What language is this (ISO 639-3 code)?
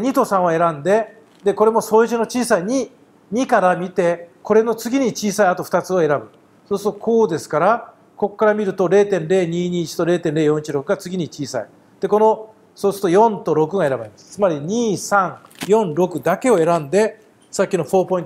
jpn